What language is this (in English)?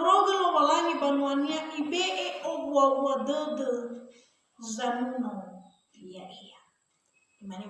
Nias